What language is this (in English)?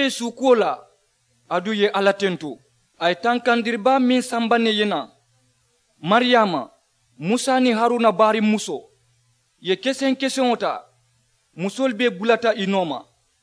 Mandingo